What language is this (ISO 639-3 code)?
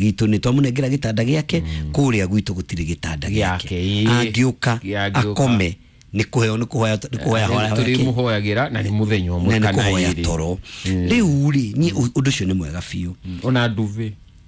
kik